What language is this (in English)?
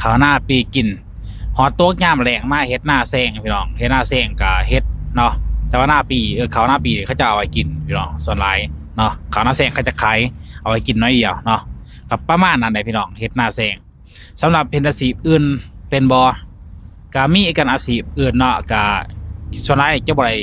Lao